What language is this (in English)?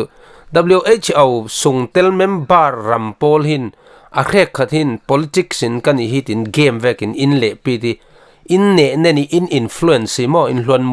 Falam Chin